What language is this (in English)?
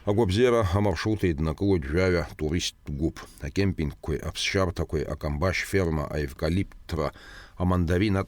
Abkhazian